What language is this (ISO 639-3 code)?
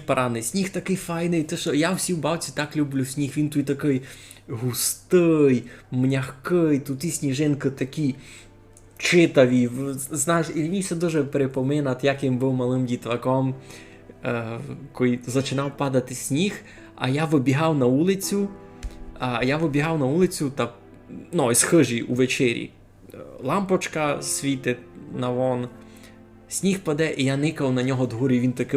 rue